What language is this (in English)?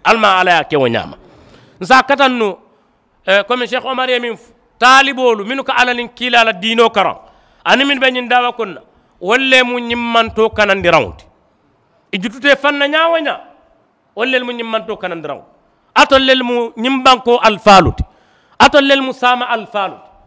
Mandingo